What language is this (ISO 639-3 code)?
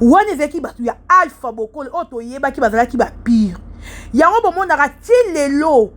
lin